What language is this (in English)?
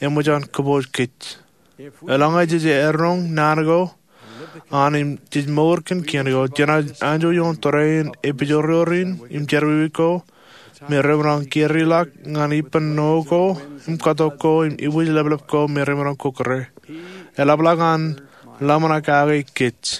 Marshallese